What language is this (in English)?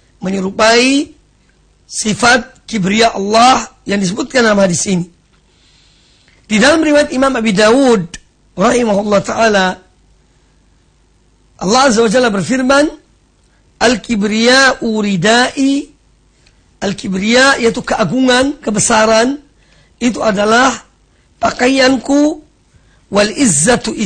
Indonesian